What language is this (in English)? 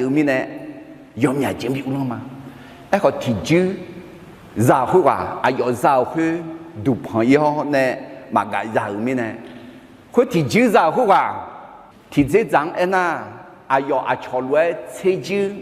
Akha